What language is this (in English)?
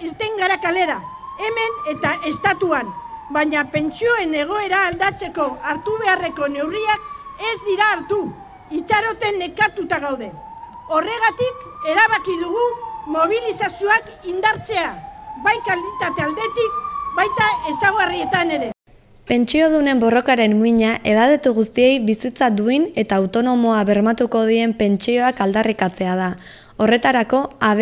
Basque